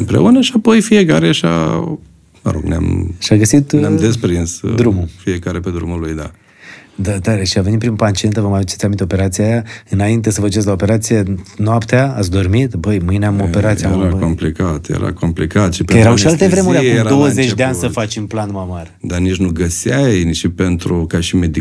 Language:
Romanian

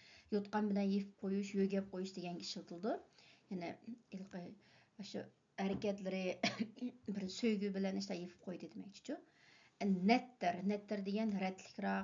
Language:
Uyghur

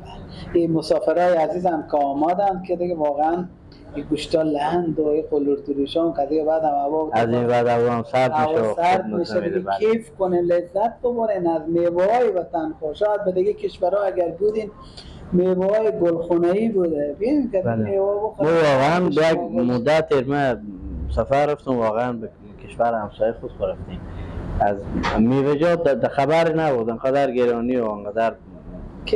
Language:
Persian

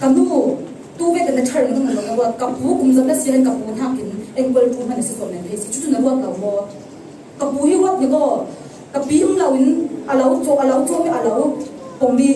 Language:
Falam Chin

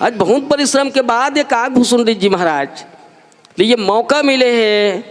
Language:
Chhattisgarhi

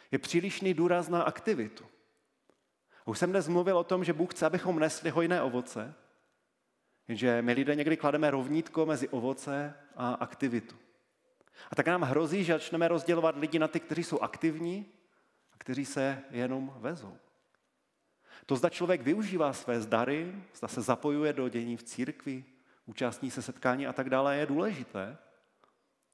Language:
Czech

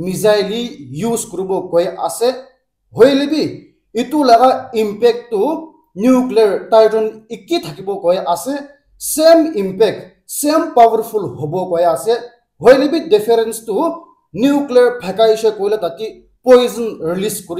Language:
Naga Pidgin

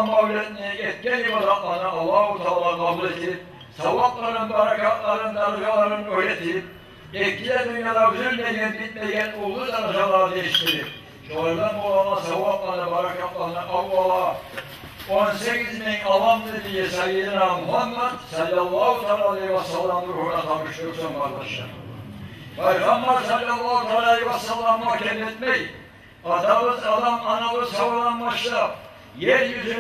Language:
Kumyk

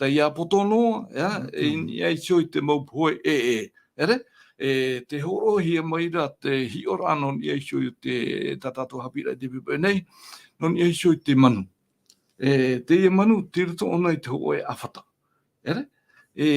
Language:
Tahitian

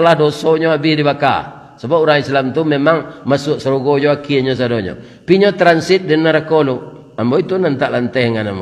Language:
Minangkabau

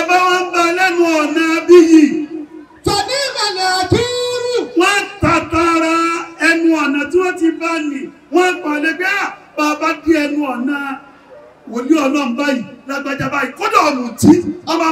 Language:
Yoruba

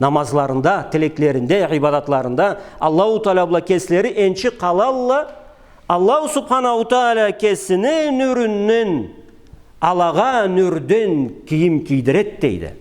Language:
Karachay-Balkar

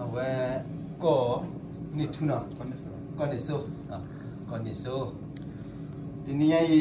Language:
S'gaw Karen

